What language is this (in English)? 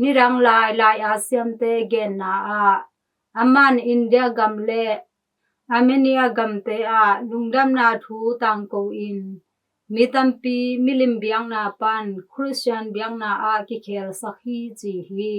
Tedim Chin